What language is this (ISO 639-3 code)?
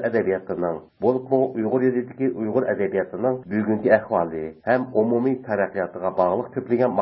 uig